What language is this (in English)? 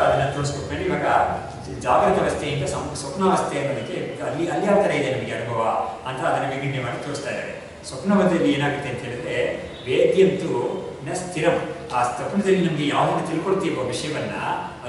Kannada